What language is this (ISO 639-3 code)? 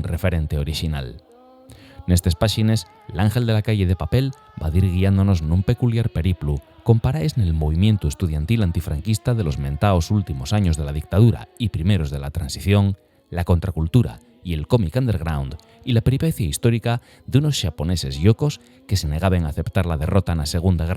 ast